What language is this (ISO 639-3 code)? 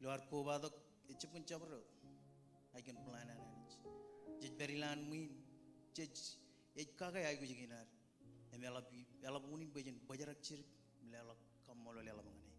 mah